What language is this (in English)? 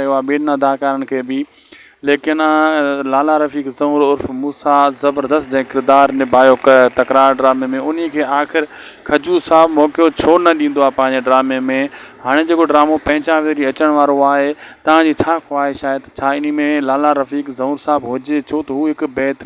Sindhi